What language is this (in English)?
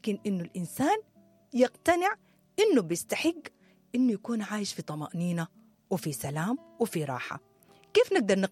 Sudanese Arabic